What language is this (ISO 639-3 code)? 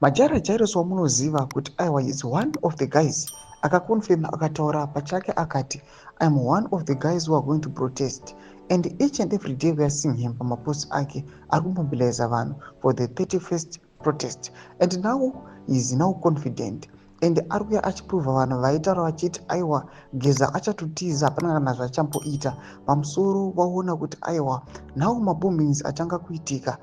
sna